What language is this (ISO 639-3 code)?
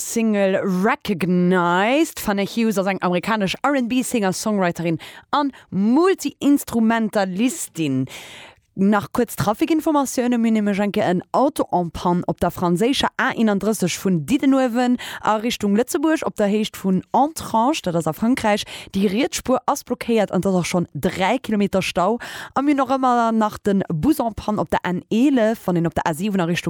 ltz